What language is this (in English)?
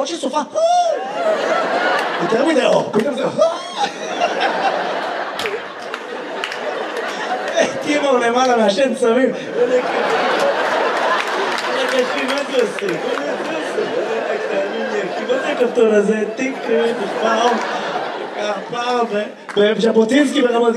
Hebrew